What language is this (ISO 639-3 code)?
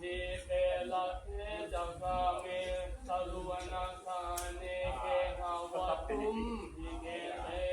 pli